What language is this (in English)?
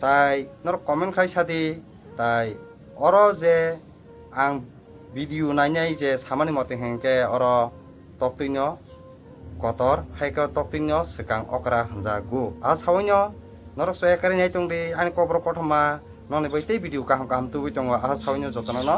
Kok Borok